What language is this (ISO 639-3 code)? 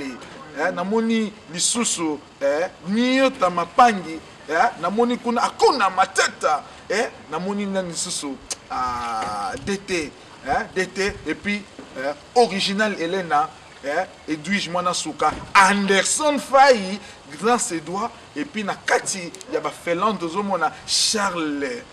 lin